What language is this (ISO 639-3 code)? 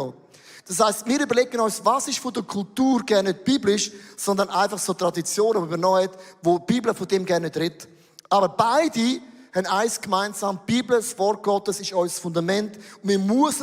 gsw